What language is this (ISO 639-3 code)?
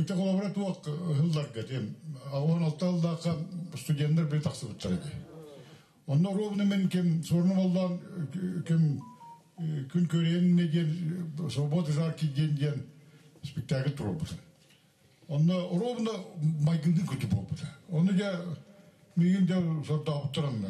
sah